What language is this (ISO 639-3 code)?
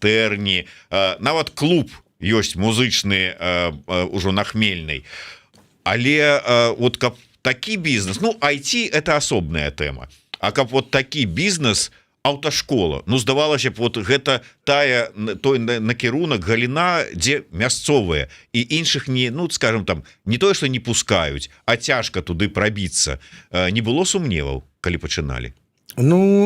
bel